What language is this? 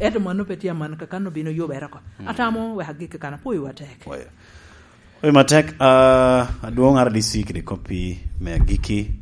Lango (Uganda)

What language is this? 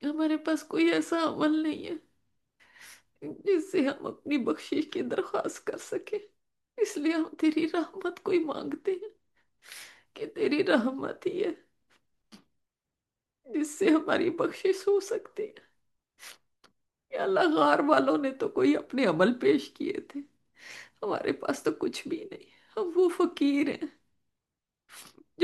Urdu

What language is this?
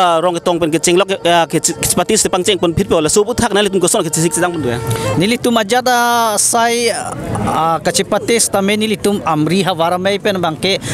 Karbi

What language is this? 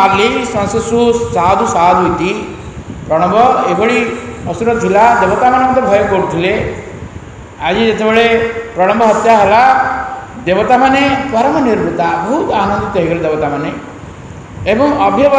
Odia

